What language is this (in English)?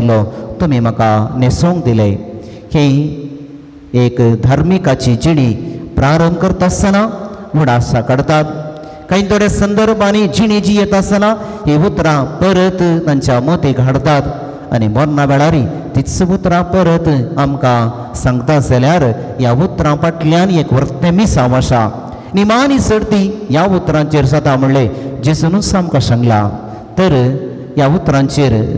Konkani